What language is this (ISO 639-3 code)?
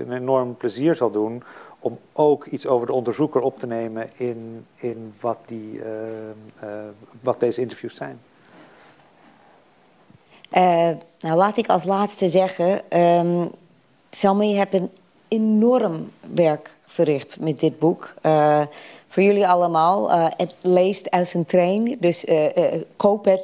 nld